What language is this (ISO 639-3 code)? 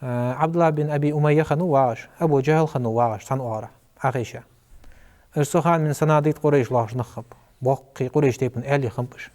inh